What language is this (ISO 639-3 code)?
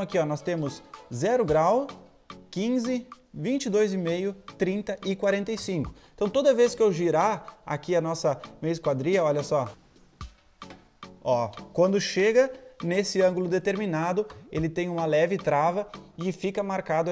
por